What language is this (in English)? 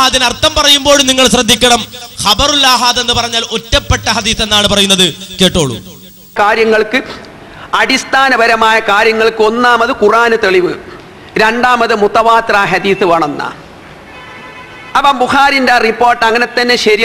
Malayalam